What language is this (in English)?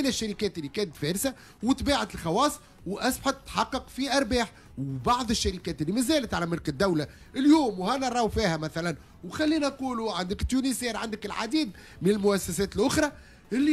Tunisian Arabic